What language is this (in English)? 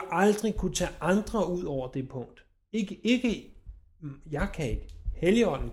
Danish